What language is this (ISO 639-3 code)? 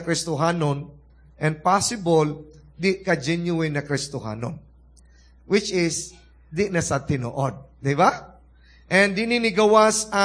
ceb